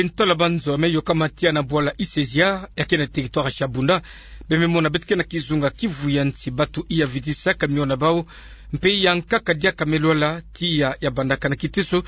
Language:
Kituba (Democratic Republic of Congo)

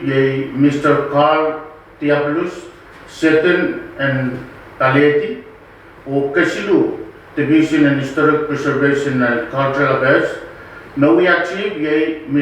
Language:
Pohnpeian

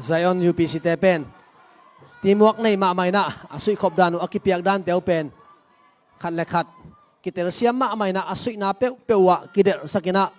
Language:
Tedim Chin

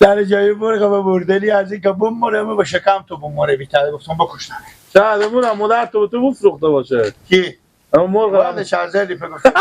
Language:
Persian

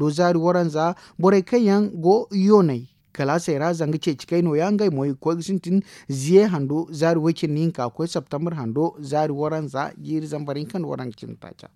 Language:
Zarma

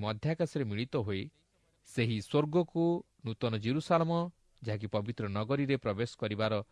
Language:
Odia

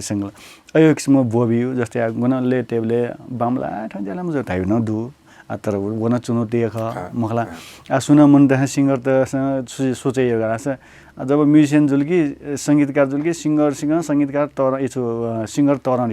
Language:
Newari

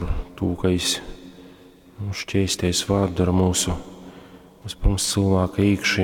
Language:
Latgalian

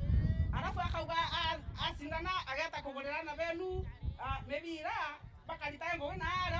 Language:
Meru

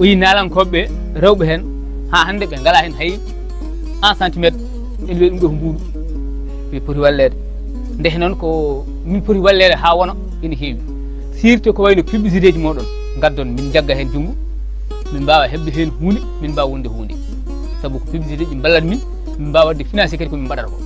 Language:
Fula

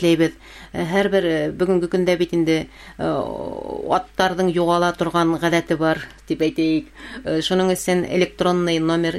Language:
Bashkir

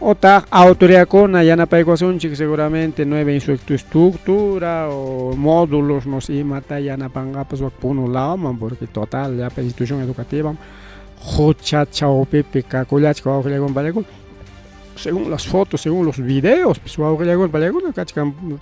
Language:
Ayacucho Quechua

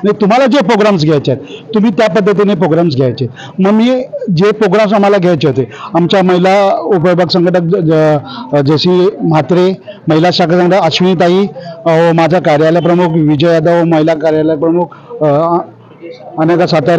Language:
Marathi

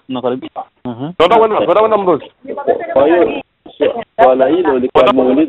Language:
Swahili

